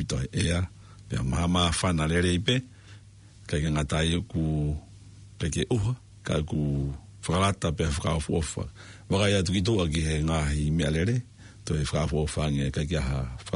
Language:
Tongan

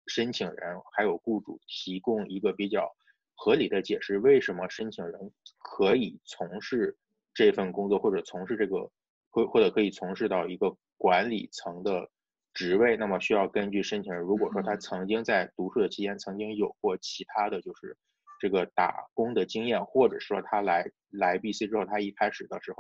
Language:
Chinese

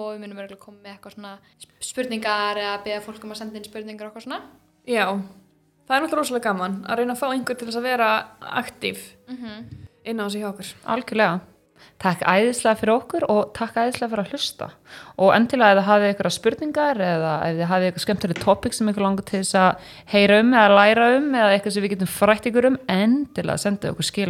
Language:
Icelandic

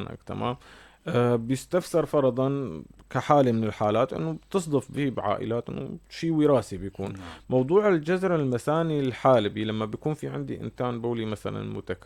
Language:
North Levantine Arabic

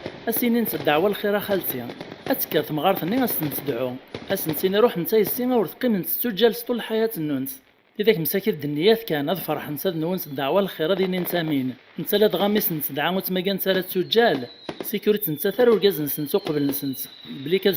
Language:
Kabyle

